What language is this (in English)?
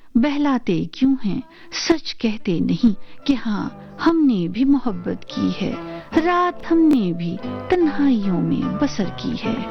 Urdu